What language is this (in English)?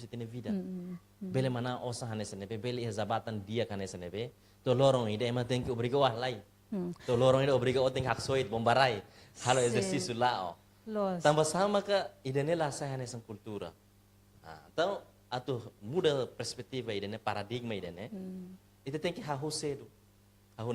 Tetum